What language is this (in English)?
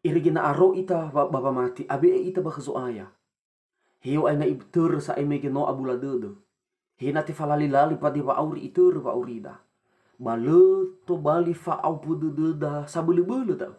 Nias